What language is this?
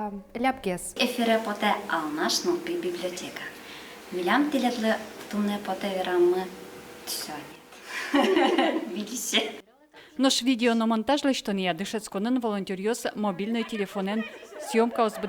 Udmurt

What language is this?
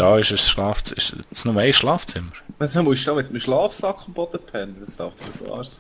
Swiss German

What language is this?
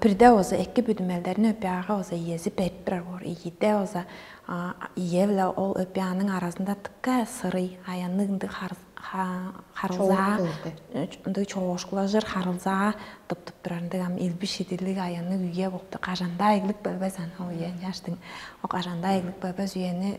Tuvinian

